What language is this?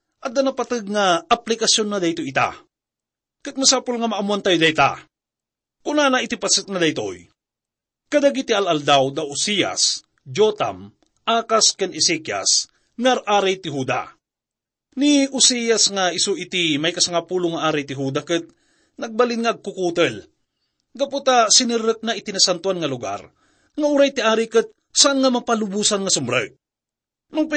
Iloko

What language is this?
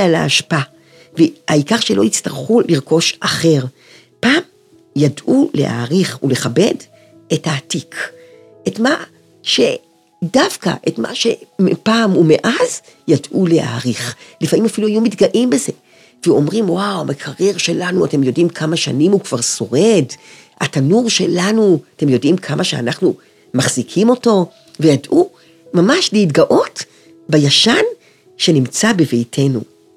Hebrew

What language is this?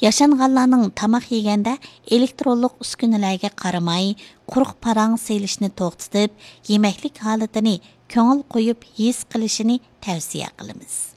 Uyghur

